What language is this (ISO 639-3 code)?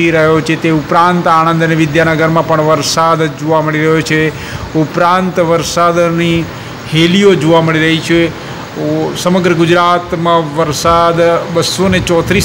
guj